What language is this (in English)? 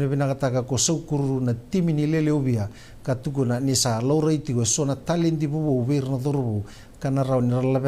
Fijian